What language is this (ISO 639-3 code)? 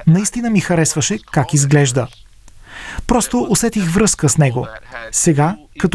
bul